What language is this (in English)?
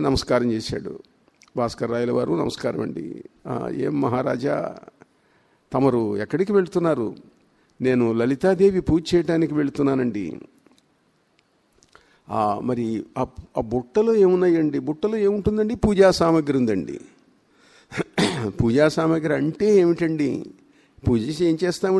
Telugu